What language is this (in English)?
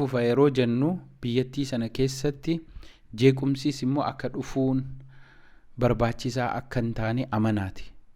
Oromo